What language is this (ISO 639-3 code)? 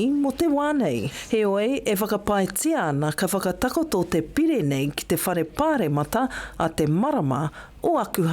mri